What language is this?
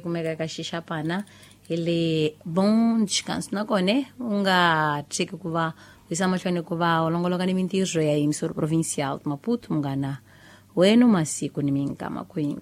Tsonga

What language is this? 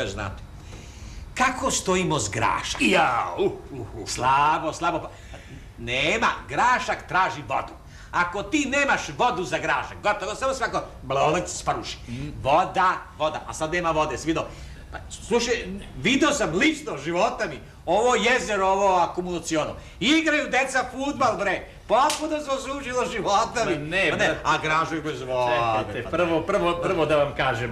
Serbian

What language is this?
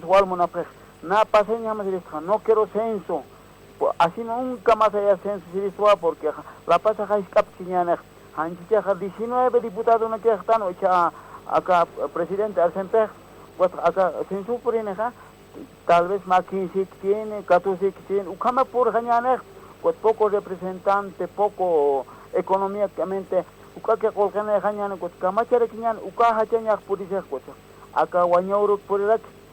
Aymara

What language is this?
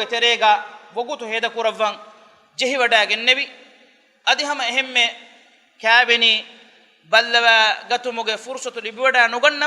Divehi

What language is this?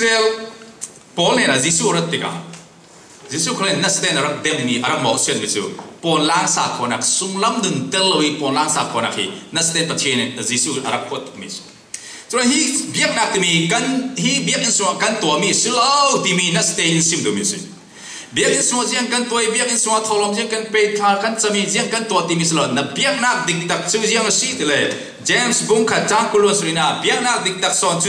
Falam Chin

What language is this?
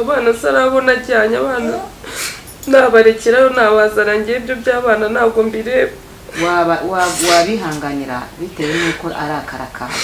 Kinyarwanda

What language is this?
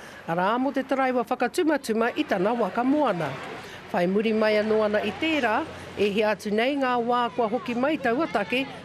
Māori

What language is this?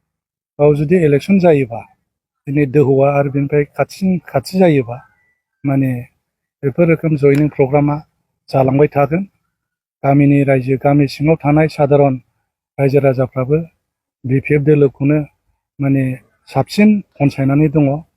Bodo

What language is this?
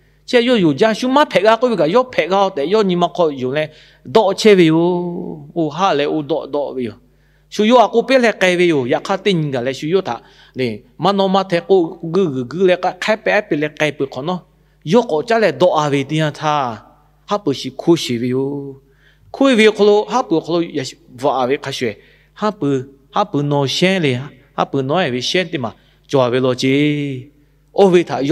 Lahu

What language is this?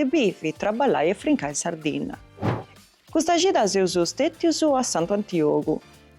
Sardinian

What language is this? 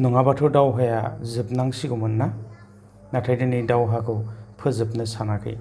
Bodo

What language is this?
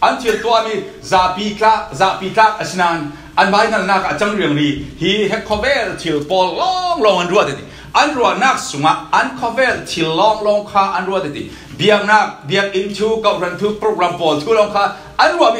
Falam Chin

